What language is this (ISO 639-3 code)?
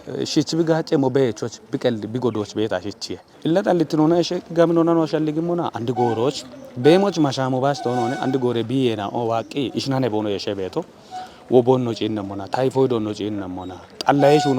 kbr